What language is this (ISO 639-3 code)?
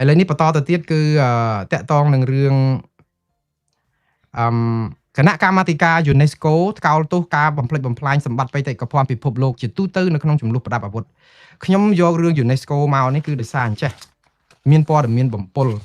khm